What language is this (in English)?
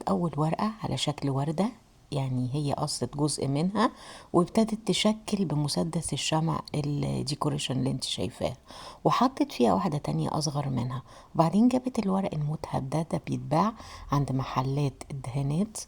Egyptian Arabic